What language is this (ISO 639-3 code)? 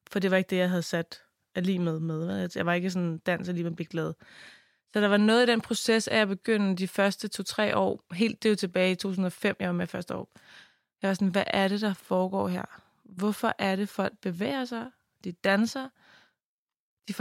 dan